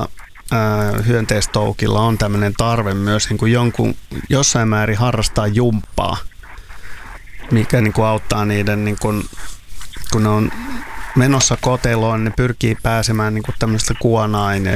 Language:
Finnish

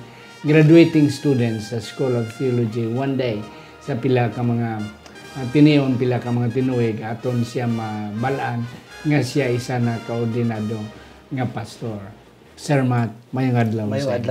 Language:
Hiligaynon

